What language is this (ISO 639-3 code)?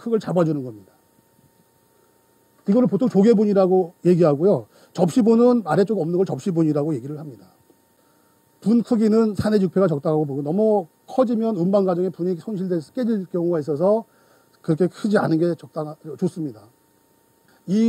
kor